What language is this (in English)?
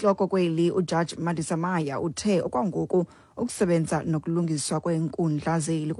Xhosa